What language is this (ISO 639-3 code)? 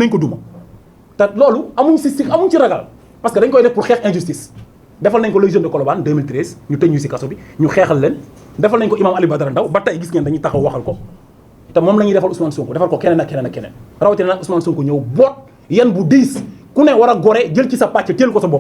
wol